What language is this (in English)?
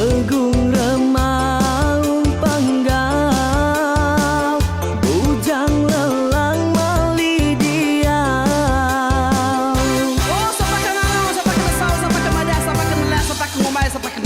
Iban